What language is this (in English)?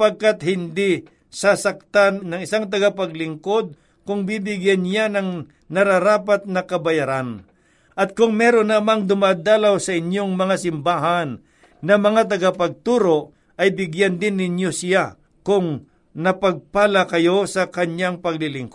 Filipino